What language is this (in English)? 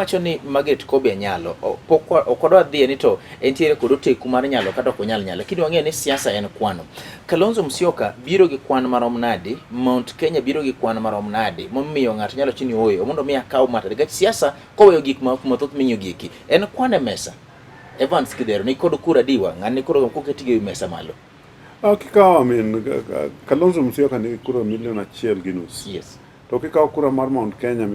Luo (Kenya and Tanzania)